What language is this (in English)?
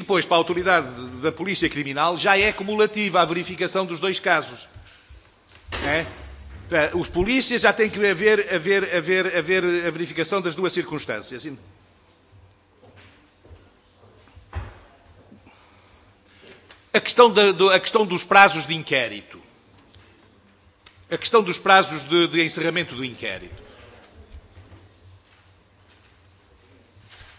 Portuguese